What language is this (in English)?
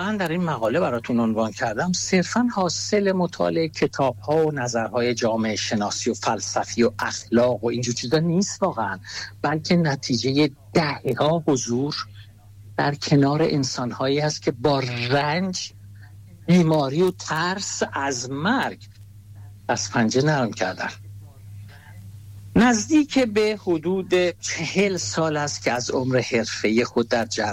Persian